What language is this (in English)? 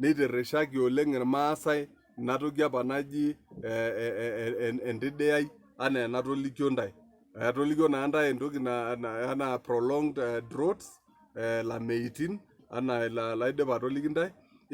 Masai